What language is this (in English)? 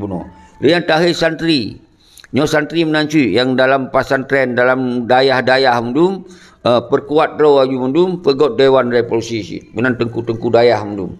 Achinese